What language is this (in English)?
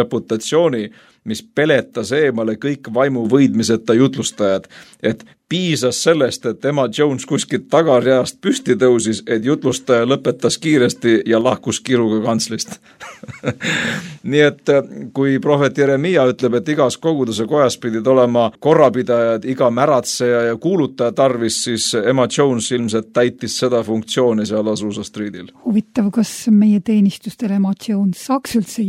Estonian